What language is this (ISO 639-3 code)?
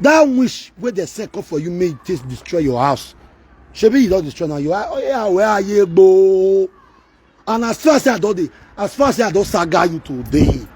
pcm